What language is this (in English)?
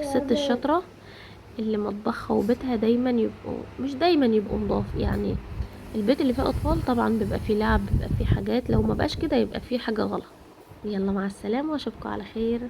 Egyptian Arabic